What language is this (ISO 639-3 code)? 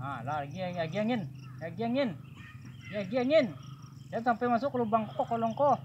min